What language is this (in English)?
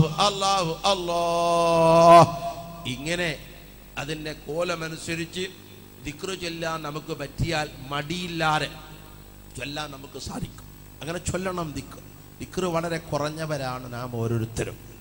Malayalam